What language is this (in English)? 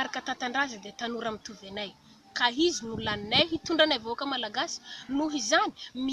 Malagasy